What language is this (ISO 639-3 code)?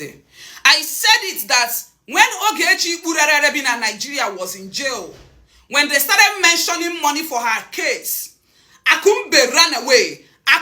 ibo